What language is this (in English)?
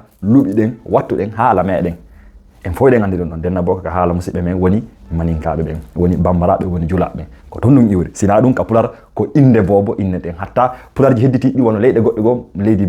Fula